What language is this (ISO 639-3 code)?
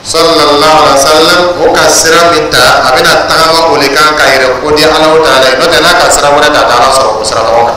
dyu